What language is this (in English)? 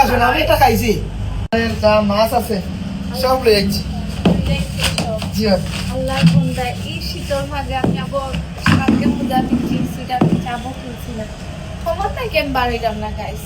Sylheti